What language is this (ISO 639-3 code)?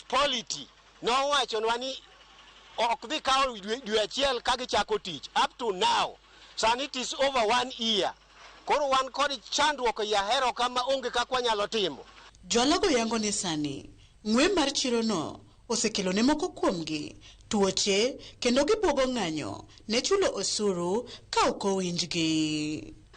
luo